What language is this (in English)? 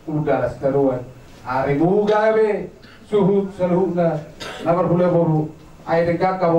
Batak Toba